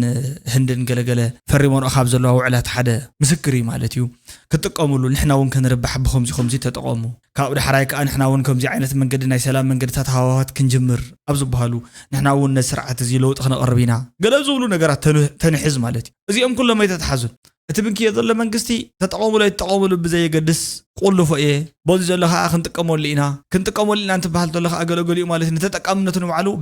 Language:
Tigrinya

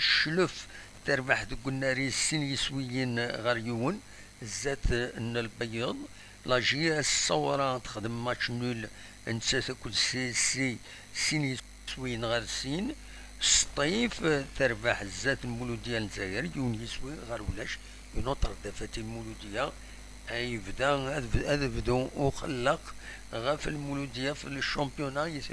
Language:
Kabyle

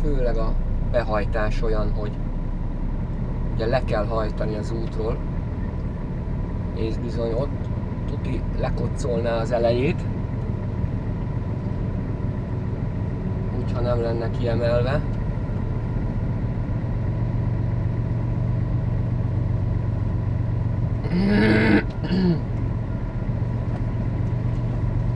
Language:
Hungarian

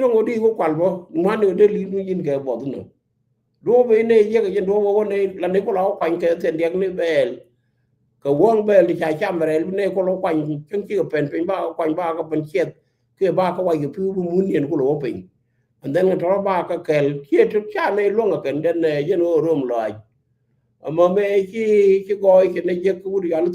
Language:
Nuer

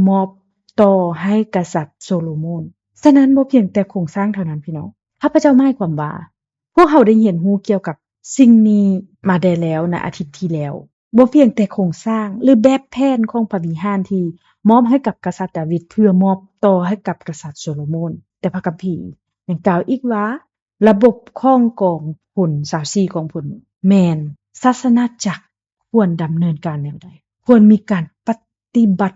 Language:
Lao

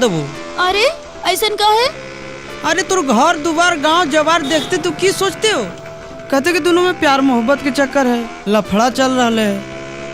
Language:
Magahi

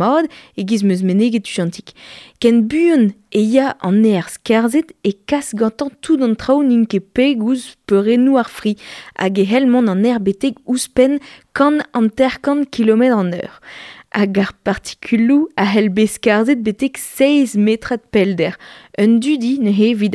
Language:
Breton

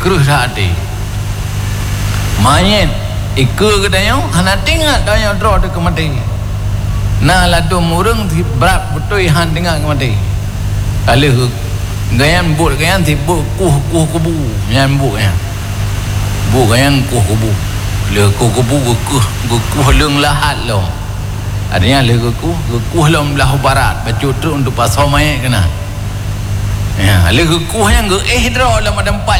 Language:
Malay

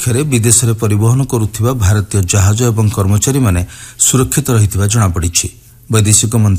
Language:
Odia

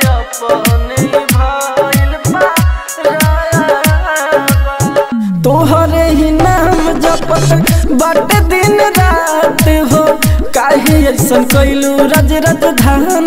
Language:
Bhojpuri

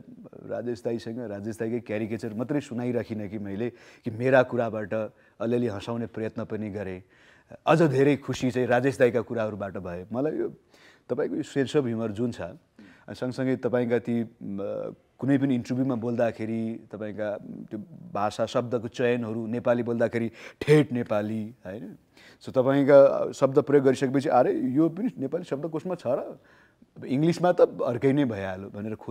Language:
Nepali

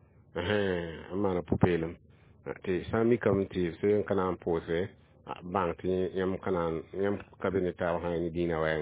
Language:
Mossi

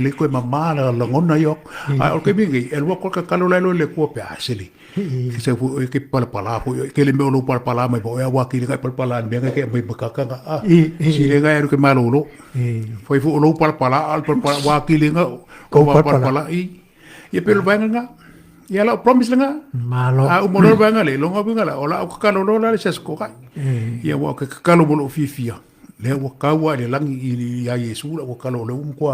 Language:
Samoan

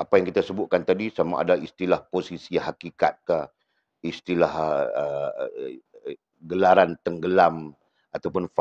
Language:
Malay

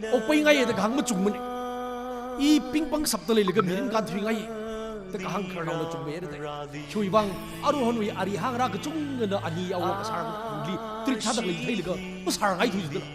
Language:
Tangkhul Naga (India)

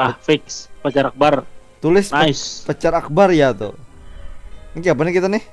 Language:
Banjar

